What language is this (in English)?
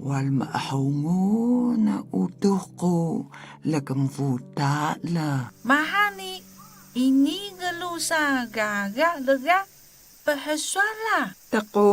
Atayal